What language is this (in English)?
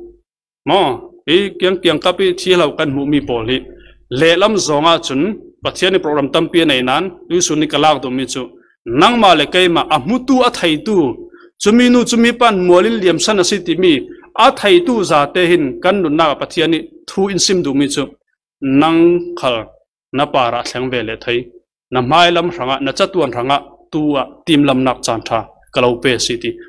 Falam Chin